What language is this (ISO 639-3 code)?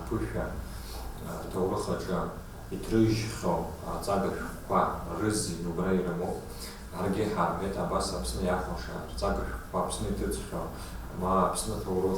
abk